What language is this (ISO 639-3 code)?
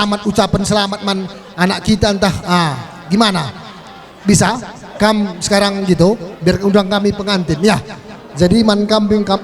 btx